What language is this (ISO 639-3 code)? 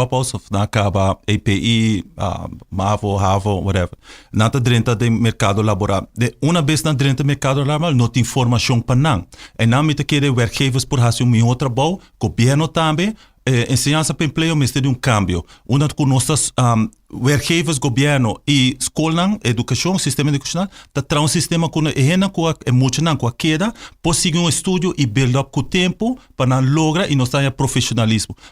pap